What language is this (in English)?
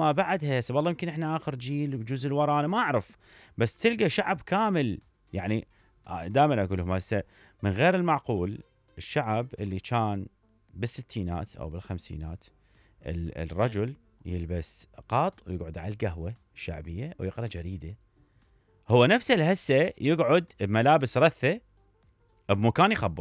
Mesopotamian Arabic